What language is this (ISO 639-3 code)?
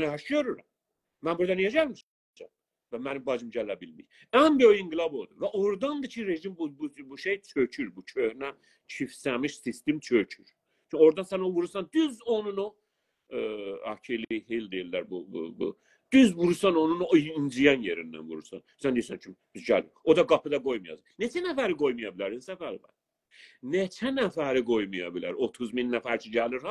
azb